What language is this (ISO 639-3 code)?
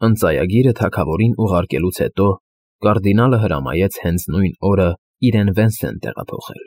hye